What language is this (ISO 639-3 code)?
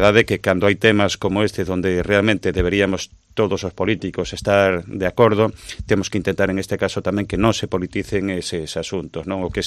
glg